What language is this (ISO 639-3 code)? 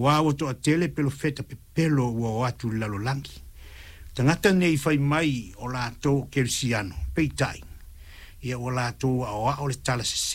smo